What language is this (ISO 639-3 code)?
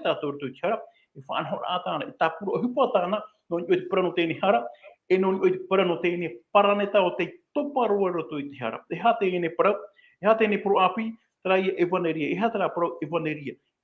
tah